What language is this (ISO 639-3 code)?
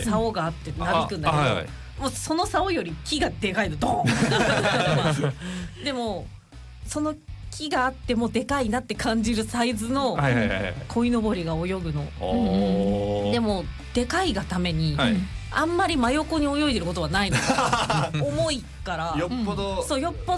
jpn